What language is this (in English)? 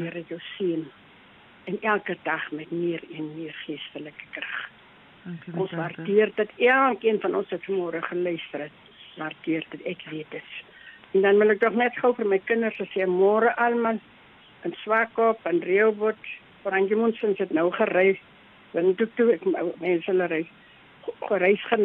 Afrikaans